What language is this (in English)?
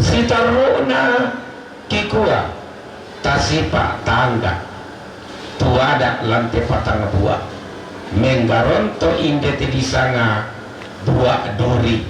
Toraja-Sa'dan